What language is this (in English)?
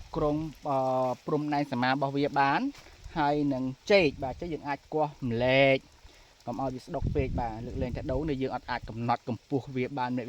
Khmer